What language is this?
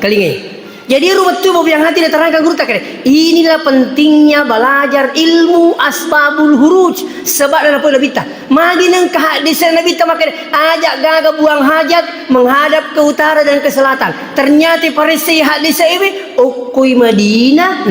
Buginese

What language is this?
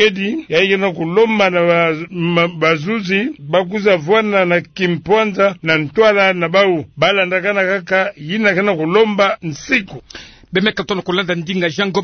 Kituba (Democratic Republic of Congo)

